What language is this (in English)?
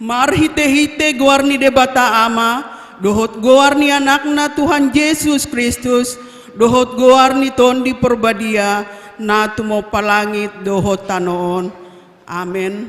Batak Toba